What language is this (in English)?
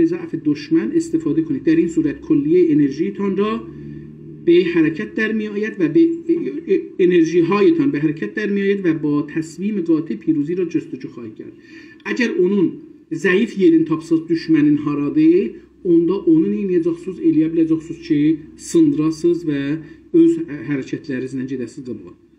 South Azerbaijani